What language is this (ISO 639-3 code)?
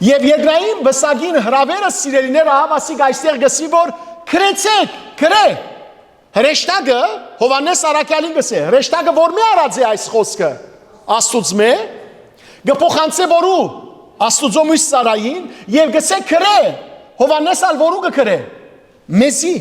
hyw